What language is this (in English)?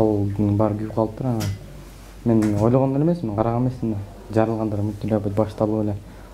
Kyrgyz